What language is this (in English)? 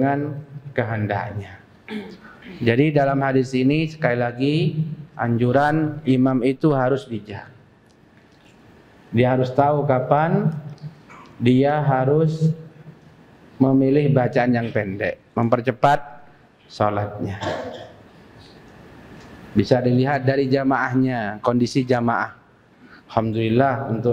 Indonesian